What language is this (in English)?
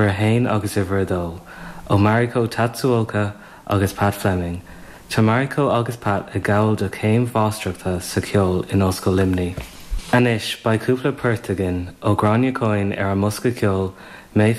Irish